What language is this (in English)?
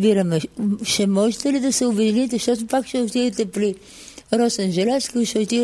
Bulgarian